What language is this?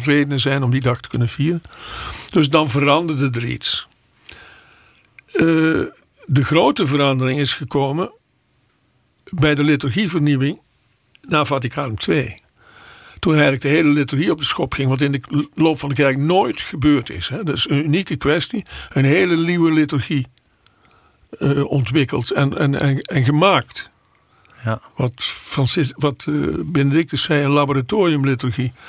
Dutch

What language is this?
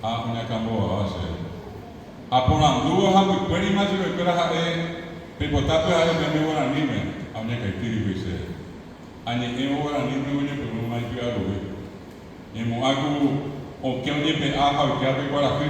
Guarani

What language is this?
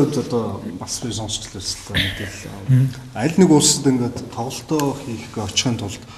Mongolian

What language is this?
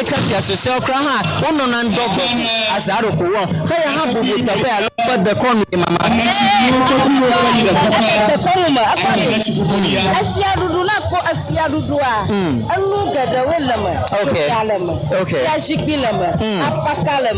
Ewe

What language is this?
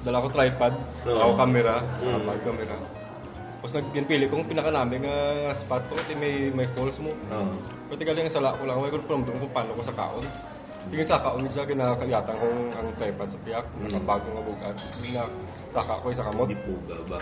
Hiligaynon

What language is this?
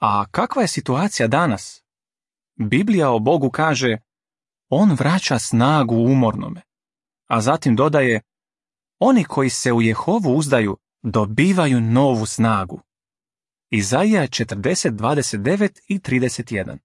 Croatian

